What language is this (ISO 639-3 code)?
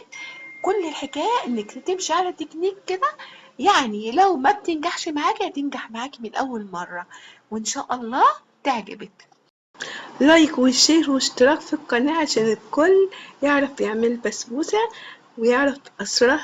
arz